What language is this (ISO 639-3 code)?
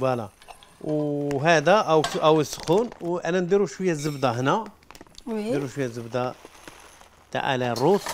arq